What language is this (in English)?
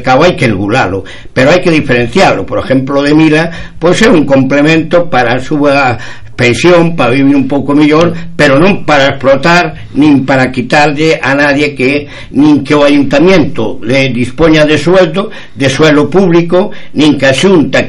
Galician